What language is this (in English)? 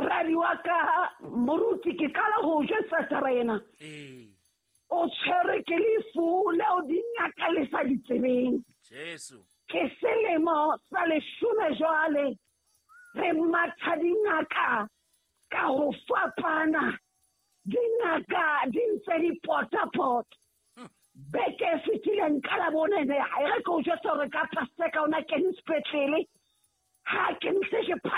Southern Sotho